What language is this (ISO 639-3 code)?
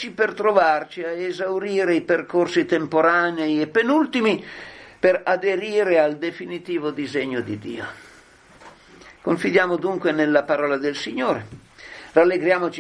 ita